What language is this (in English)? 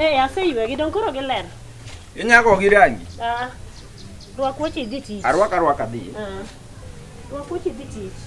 Luo (Kenya and Tanzania)